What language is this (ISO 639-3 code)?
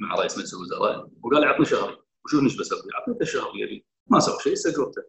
afb